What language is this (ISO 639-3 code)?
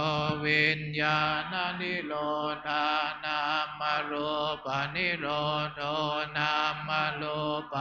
pli